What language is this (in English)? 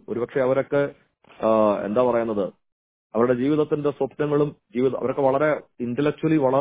Malayalam